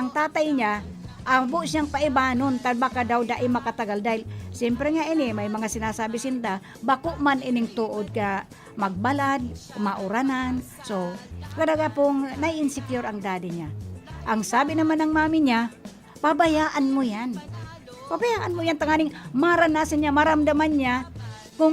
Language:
Bikol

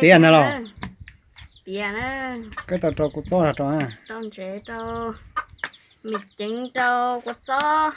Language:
Hmong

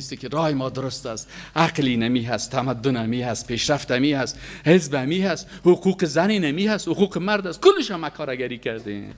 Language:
Persian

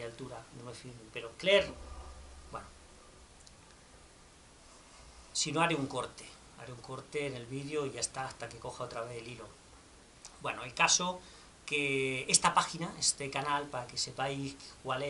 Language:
Spanish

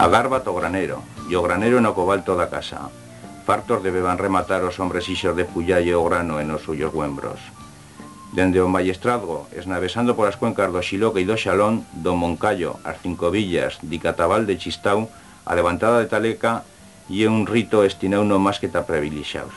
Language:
Aragonese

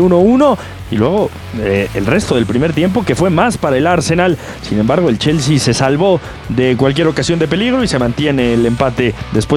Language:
Spanish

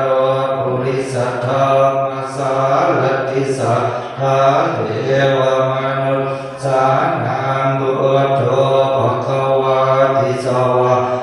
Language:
Pali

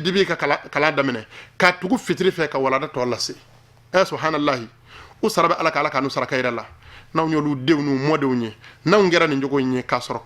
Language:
Bambara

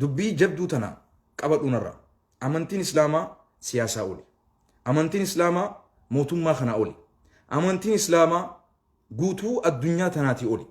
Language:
Oromo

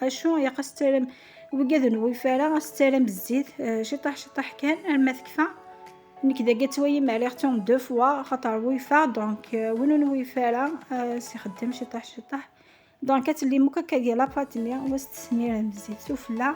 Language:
Kabyle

